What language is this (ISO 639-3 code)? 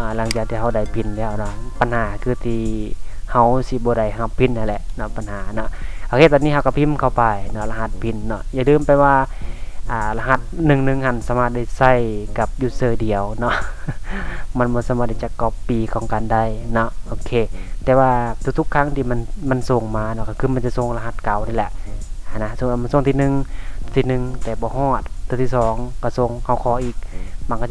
lao